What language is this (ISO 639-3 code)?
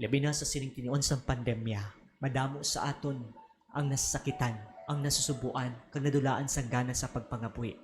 hil